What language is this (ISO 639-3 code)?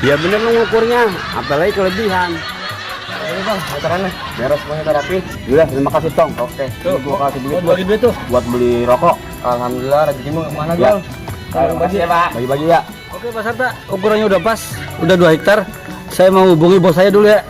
bew